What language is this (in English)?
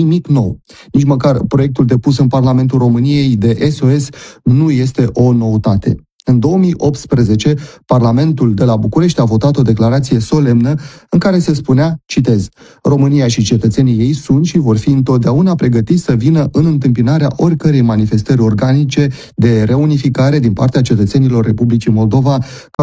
Romanian